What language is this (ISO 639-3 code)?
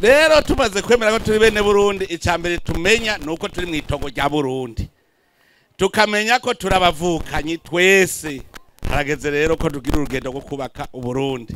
run